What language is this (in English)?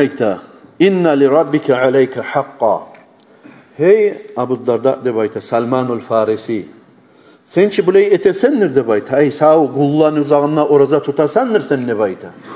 Kumyk